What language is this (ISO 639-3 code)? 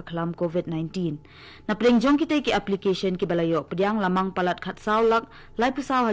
kha